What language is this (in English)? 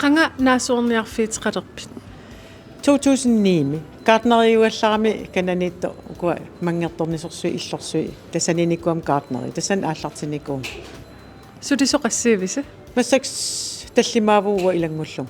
Kalaallisut